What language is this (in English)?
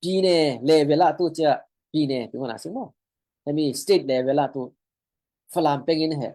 Falam Chin